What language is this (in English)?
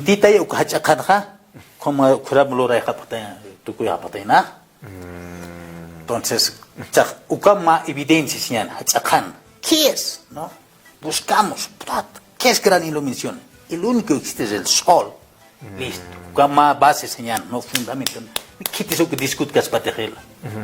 Aymara